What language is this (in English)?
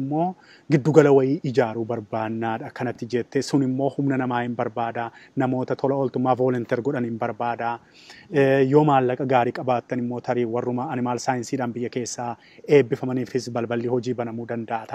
Oromo